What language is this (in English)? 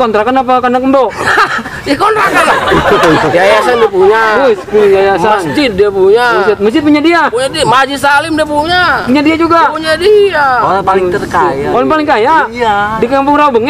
Betawi